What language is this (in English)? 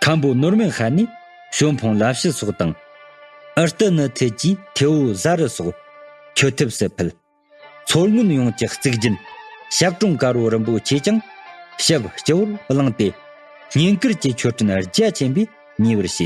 Tibetan